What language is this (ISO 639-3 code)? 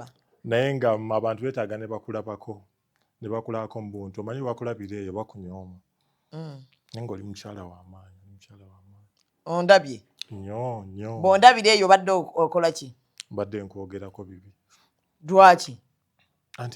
lug